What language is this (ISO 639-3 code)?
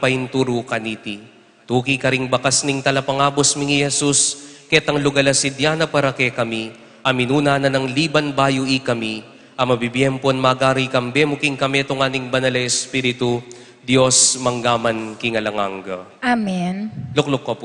pam